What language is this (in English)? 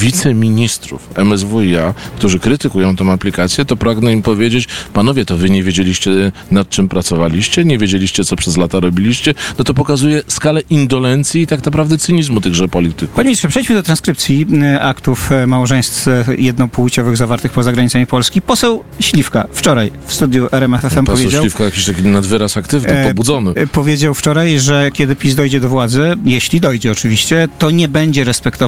Polish